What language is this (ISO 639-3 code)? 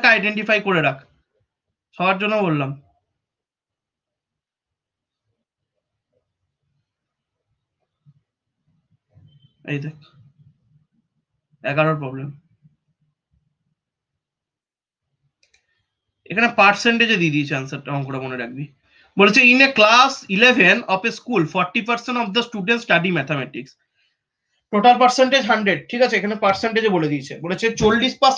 ben